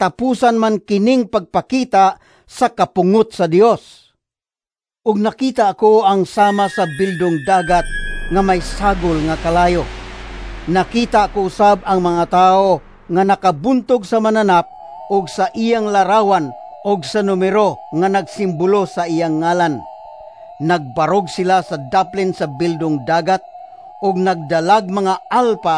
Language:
Cebuano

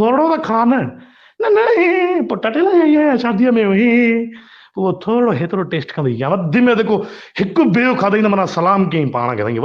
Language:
Sindhi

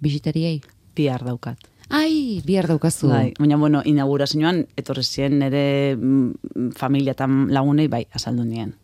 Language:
Basque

